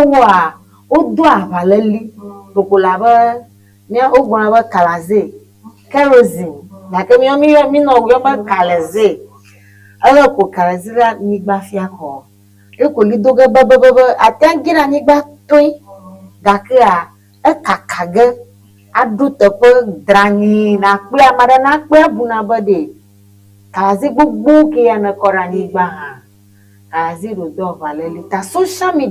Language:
Ewe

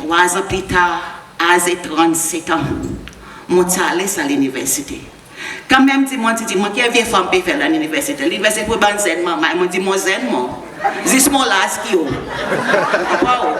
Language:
Seselwa Creole French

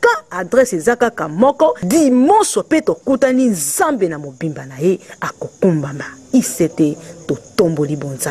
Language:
Lingala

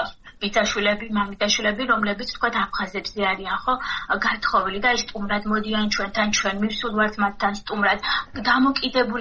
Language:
Georgian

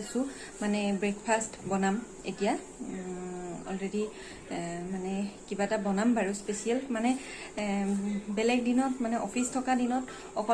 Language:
Assamese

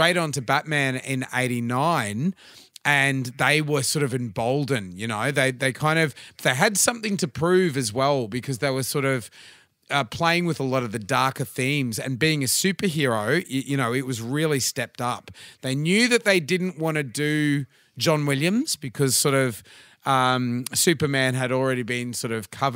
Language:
English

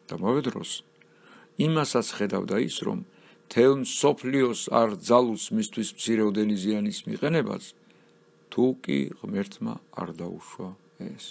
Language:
Georgian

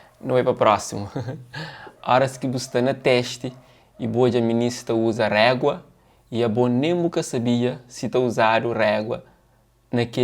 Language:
Kabuverdianu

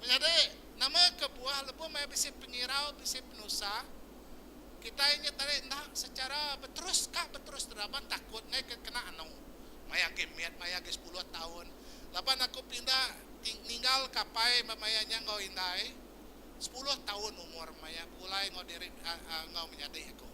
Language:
Iban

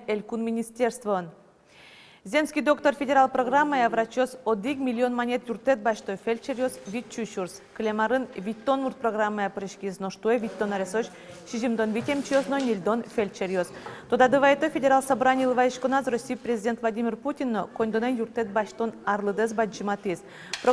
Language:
Udmurt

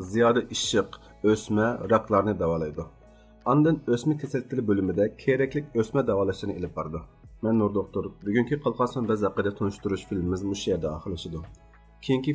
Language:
Uyghur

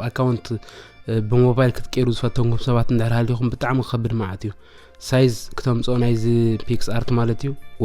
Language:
Tigrinya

